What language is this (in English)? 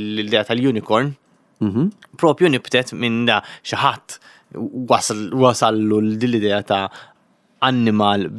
Maltese